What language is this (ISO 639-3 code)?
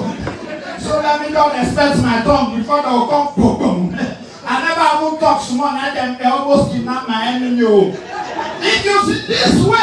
pcm